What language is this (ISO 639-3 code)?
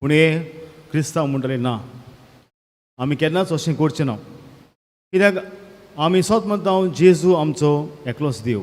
kok